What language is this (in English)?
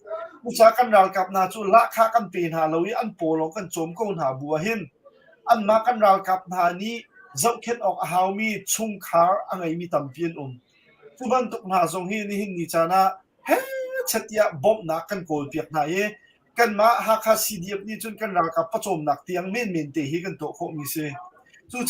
Hakha Chin